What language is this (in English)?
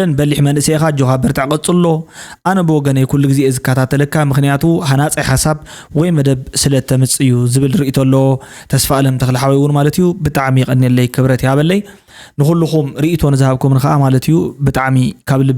Tigrinya